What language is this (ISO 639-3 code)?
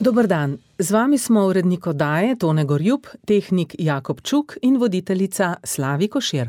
slv